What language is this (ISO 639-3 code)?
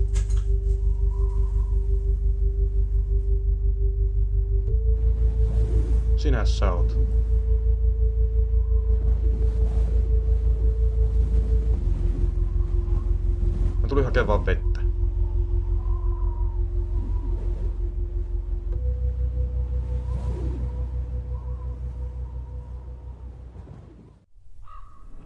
fin